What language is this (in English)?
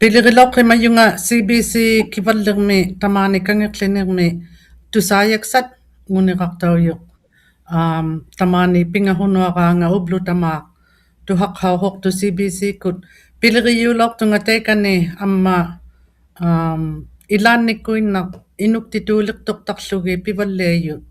Inuktitut